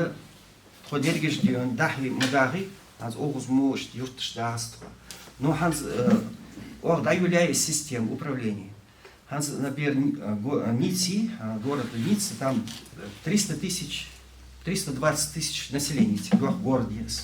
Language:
Ingush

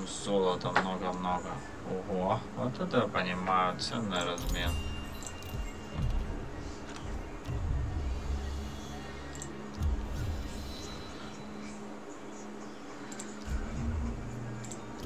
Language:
Russian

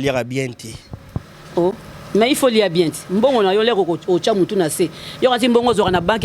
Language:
Lingala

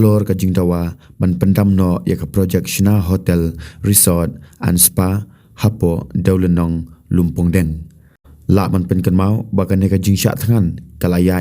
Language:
Khasi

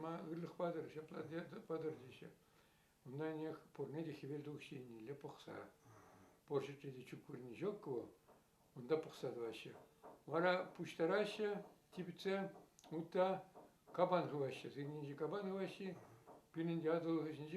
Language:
Chuvash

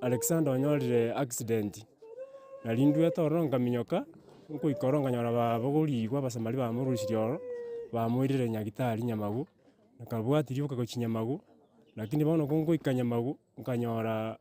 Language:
Gusii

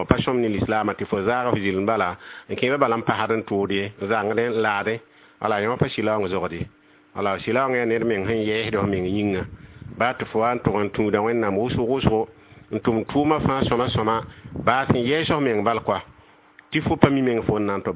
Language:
Mossi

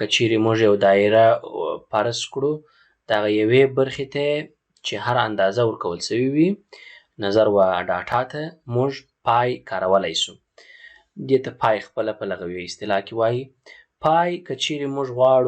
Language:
Pashto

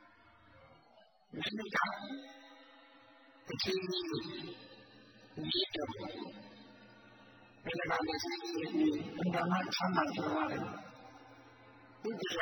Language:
Burmese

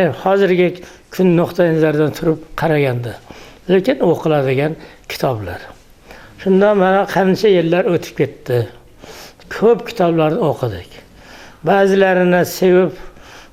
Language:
Uzbek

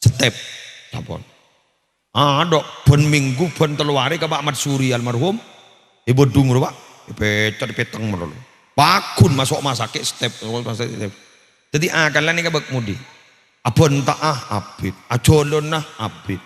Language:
Madurese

